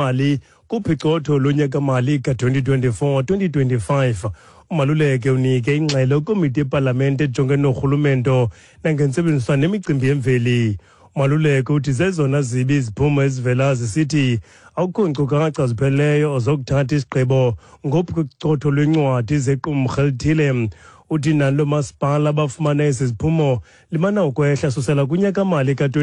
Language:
Xhosa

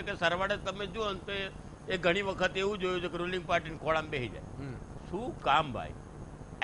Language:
Gujarati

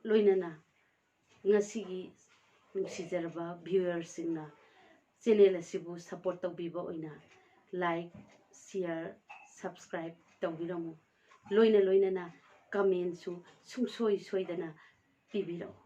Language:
Manipuri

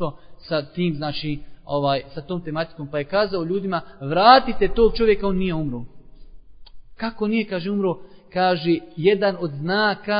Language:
Bosnian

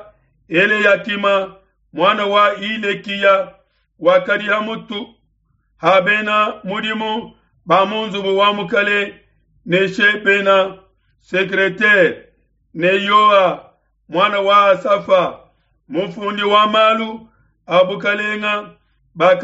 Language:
Luba-Lulua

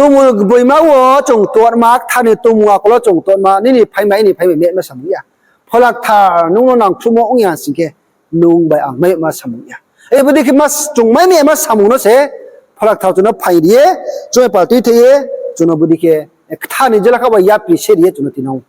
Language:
Riang (India)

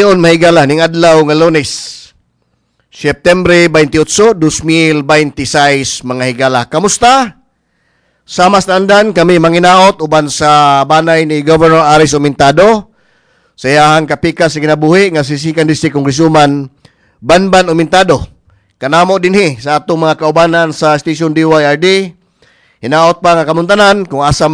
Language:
Cebuano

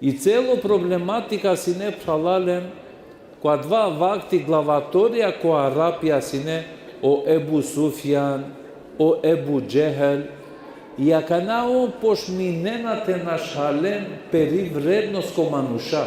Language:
Balkan Romani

